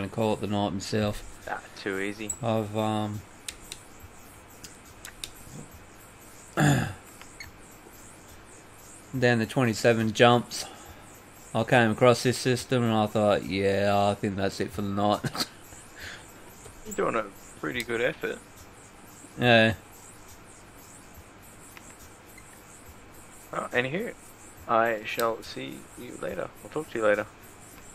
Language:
English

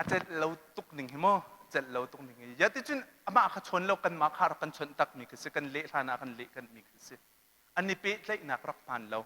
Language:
Hakha Chin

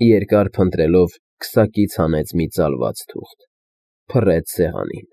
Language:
Armenian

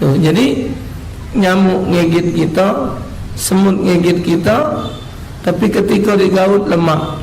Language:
Musi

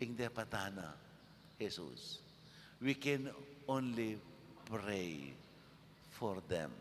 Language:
Pampanga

